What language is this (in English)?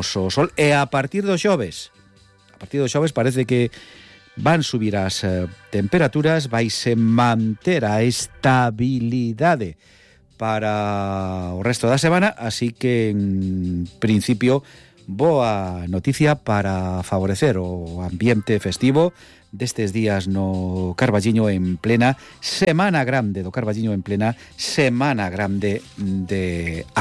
Galician